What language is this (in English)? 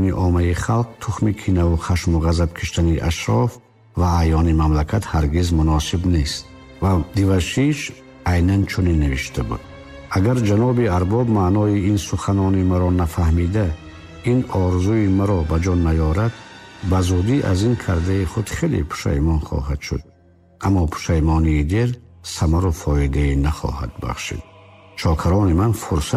Tajik